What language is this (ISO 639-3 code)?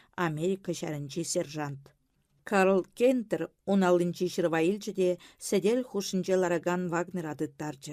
chv